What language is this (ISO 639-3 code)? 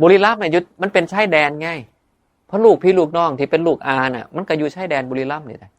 tts